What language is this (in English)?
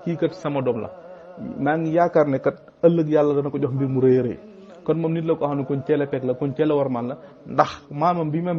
Wolof